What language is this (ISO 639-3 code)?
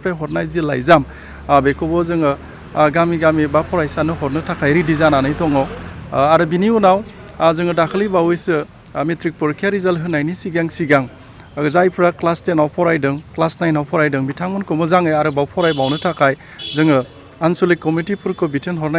brx